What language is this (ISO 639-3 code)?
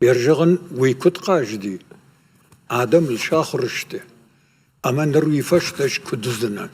oss